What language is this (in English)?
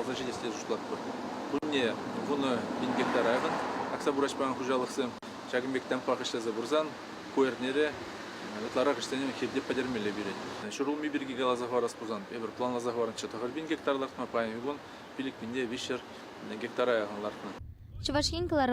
Chuvash